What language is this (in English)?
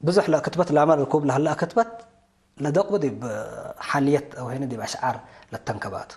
Tigre